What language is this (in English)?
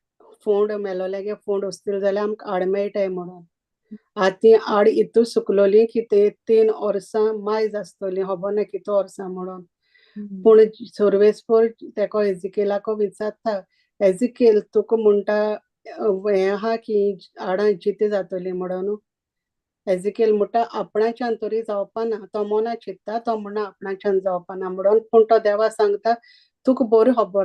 Konkani